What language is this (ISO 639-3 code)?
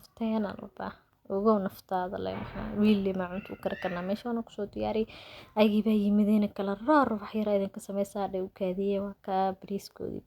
som